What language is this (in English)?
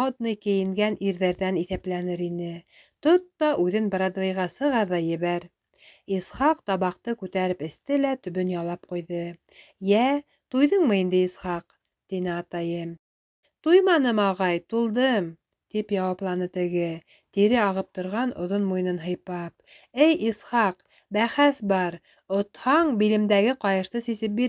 Bashkir